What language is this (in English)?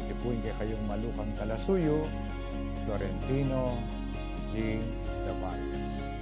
Pampanga